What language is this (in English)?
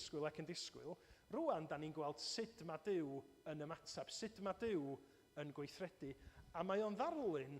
Welsh